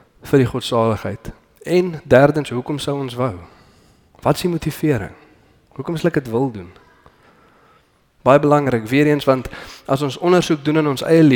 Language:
Afrikaans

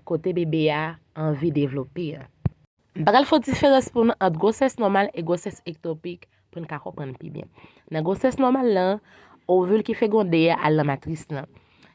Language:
Haitian Creole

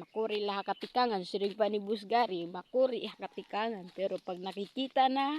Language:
Waray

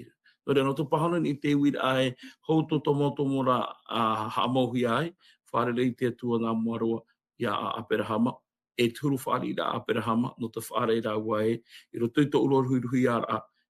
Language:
Tahitian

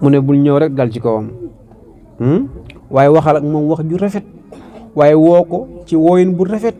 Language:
Wolof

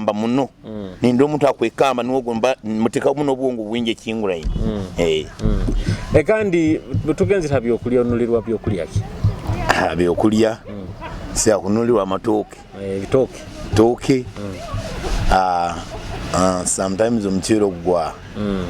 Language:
Nyoro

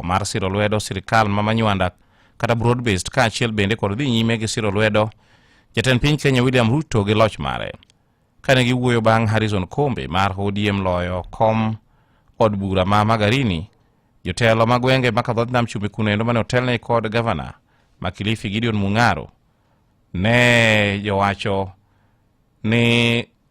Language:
Luo (Kenya and Tanzania)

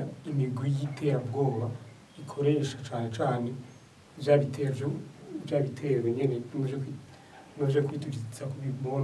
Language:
Rundi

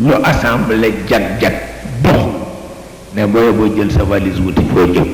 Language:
Wolof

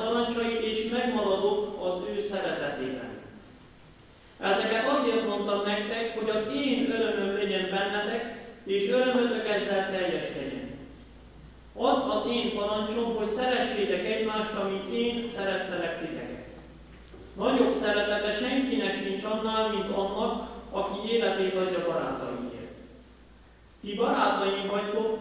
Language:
Hungarian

